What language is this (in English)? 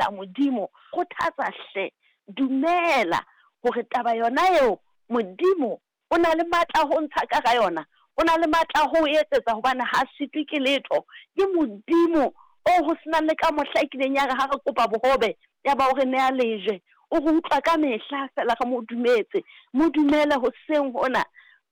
Southern Sotho